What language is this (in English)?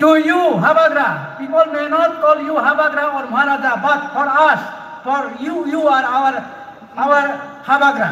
Riang (India)